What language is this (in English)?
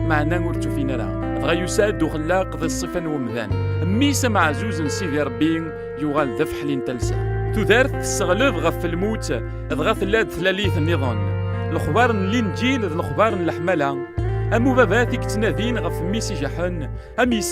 Kabyle